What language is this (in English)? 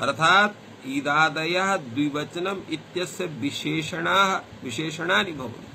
Sanskrit